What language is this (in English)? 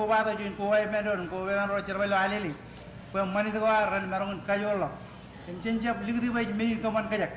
Marshallese